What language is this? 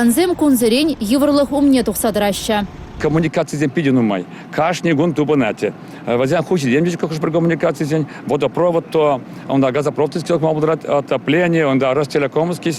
Chuvash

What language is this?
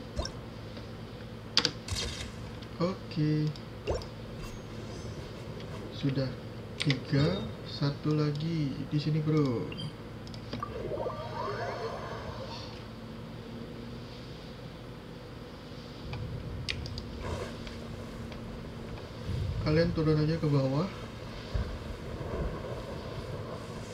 Indonesian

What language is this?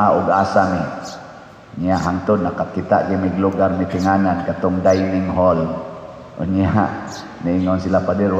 Cebuano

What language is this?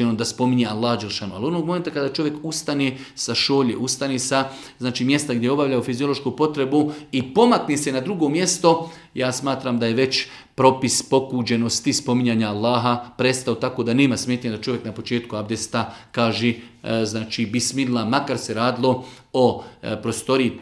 Bosnian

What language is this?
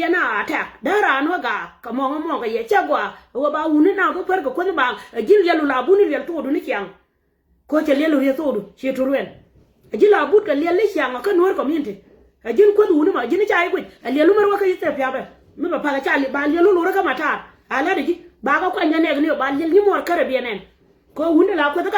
Nuer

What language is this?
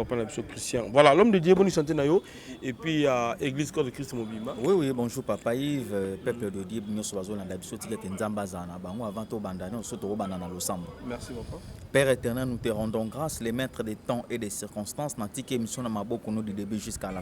Lingala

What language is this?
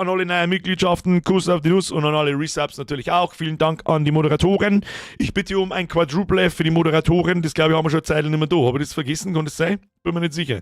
Bavarian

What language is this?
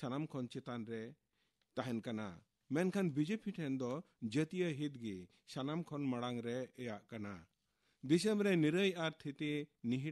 Santali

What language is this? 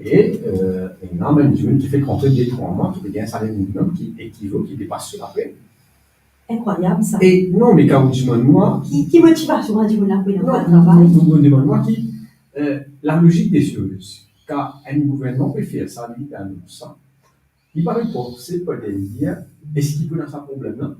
Morisyen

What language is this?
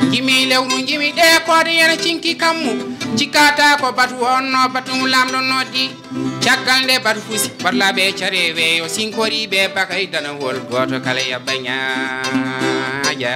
Fula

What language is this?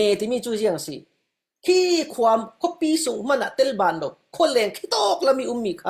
Falam Chin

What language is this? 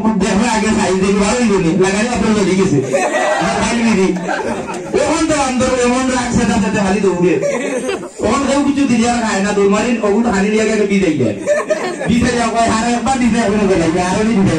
Sylheti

